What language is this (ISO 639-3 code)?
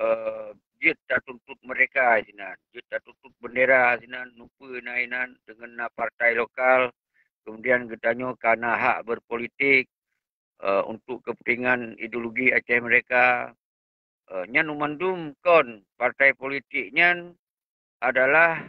ace